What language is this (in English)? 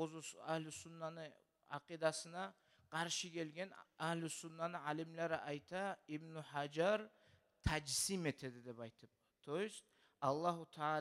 Kumyk